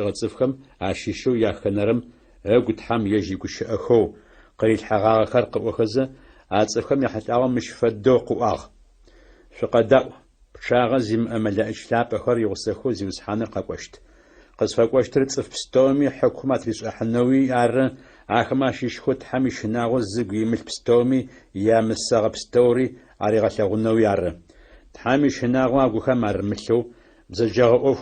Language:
Adyghe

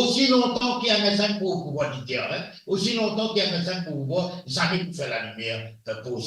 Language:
Morisyen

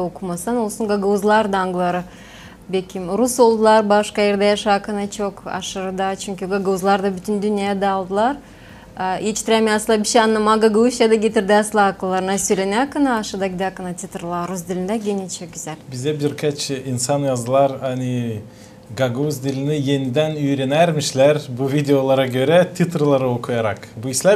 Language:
Gagauz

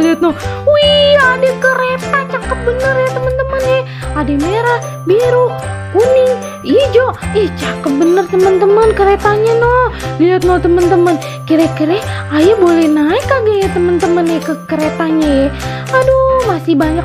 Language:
Betawi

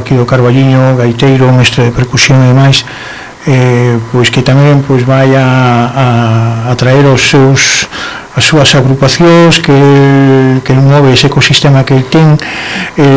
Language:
Galician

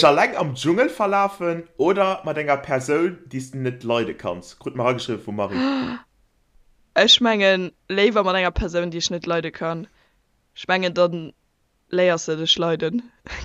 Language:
Luxembourgish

